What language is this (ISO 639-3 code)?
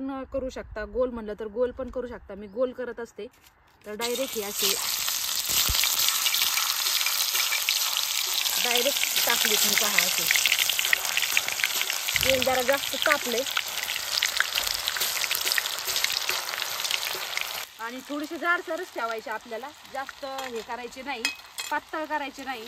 mar